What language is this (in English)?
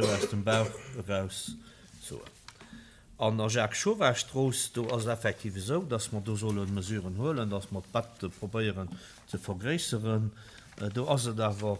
Luxembourgish